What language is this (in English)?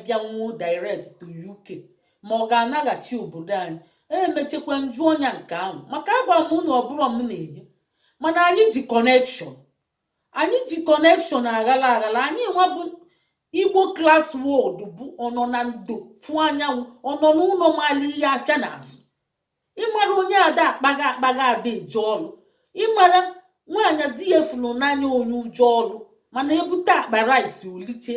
Igbo